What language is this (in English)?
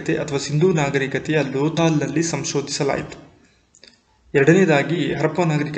Kannada